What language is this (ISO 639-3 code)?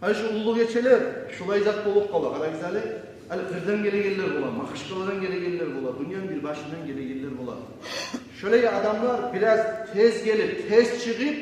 kum